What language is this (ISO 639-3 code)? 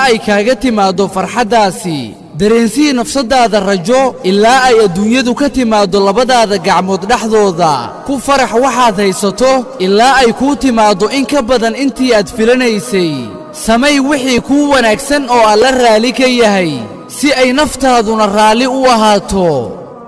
som